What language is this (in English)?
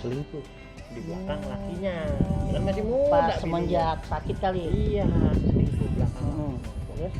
Betawi